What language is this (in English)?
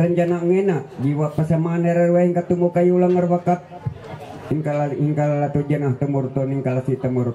Ma'anyan